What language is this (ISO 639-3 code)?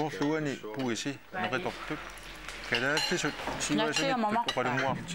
kal